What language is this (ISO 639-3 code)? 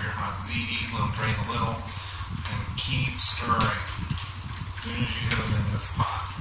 eng